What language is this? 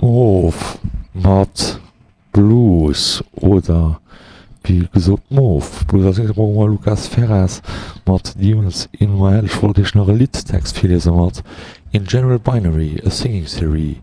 Luxembourgish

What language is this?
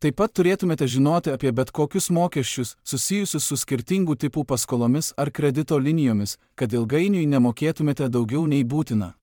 Lithuanian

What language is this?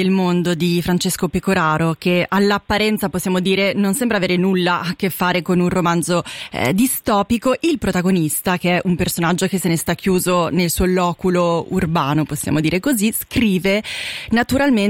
Italian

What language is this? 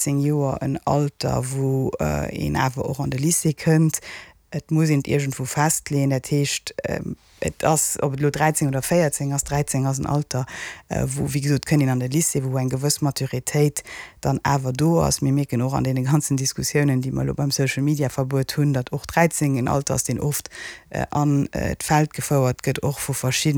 Luxembourgish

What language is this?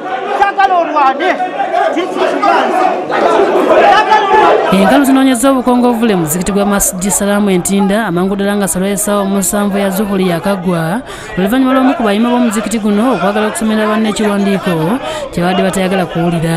Ganda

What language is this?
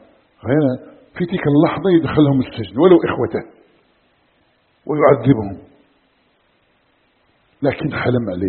Arabic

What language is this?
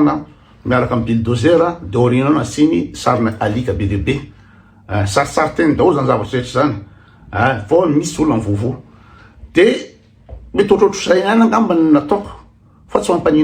Malagasy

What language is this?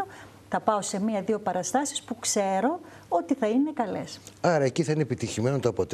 Greek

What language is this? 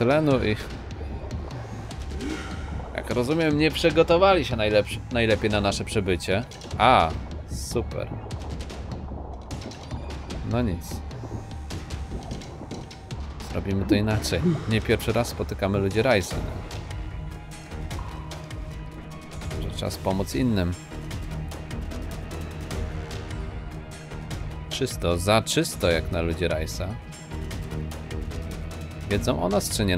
Polish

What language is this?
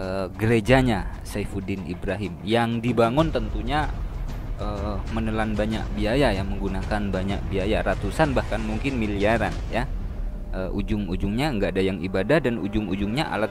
Indonesian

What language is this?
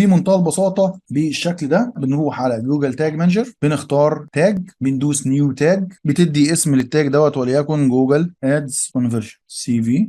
Egyptian Arabic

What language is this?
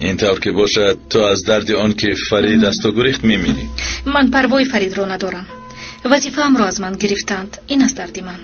Tajik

